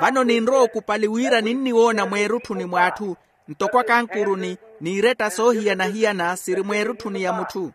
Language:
Makhuwa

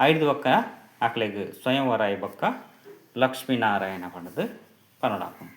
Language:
Tulu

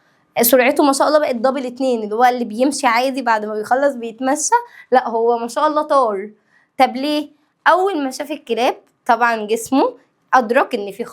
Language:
Egyptian Arabic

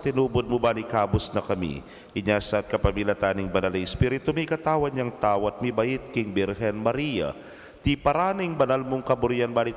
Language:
Pampanga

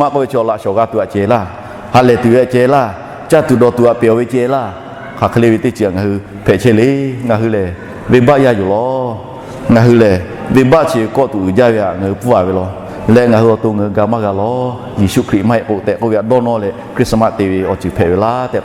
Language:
Lahu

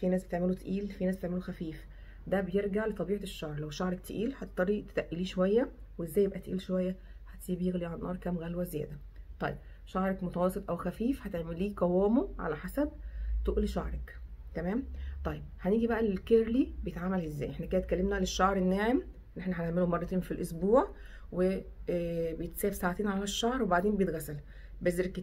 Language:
Egyptian Arabic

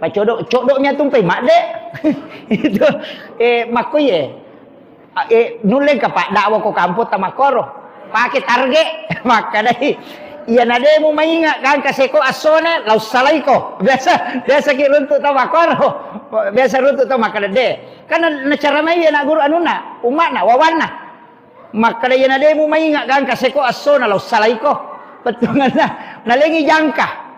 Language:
Buginese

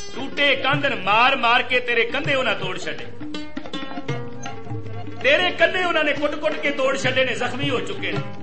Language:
Punjabi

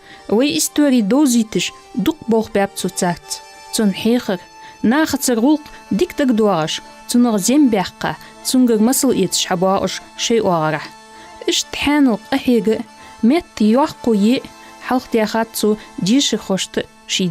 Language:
Ingush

